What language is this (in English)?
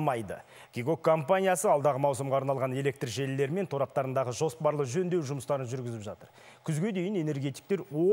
Kazakh